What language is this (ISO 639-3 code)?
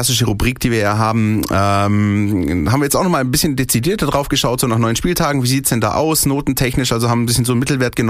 deu